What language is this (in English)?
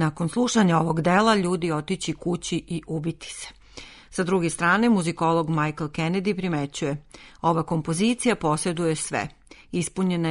Serbian